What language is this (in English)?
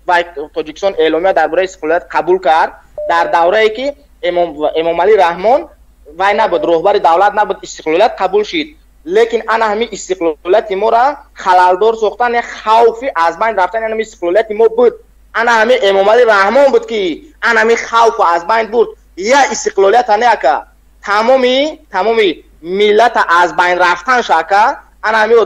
Tajik